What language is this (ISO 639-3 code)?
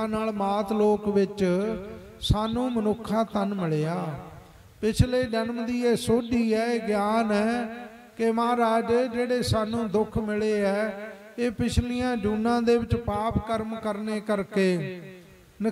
pan